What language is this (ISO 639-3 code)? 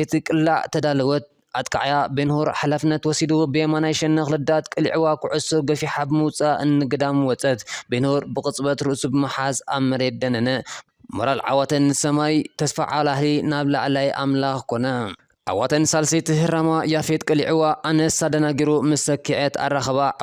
tir